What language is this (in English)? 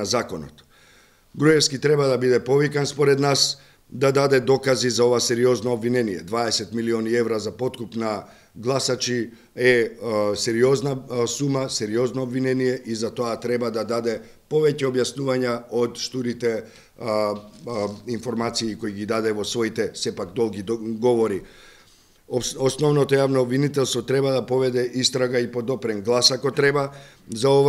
Macedonian